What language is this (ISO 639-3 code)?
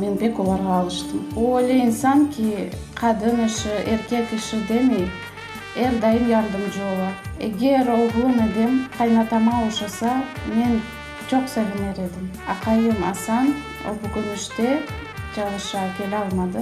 crh